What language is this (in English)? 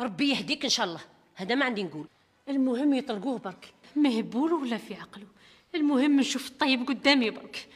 Algerian Arabic